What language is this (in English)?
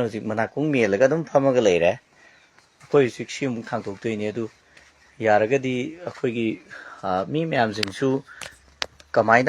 Manipuri